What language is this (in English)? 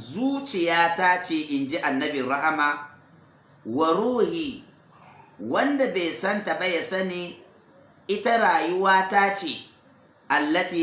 Hausa